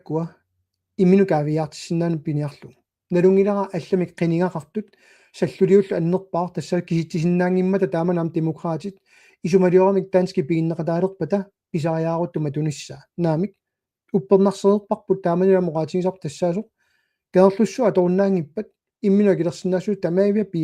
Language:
Kalaallisut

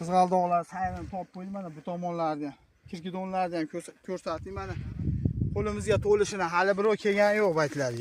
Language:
Uzbek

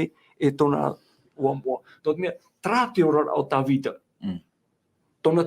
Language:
Tahitian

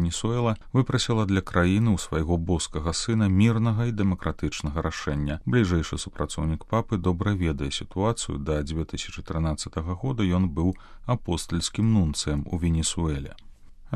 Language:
Belarusian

